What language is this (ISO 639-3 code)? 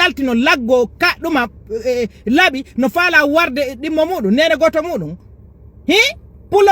ful